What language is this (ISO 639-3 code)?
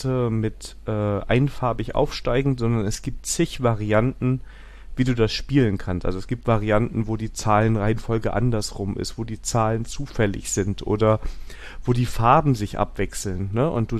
deu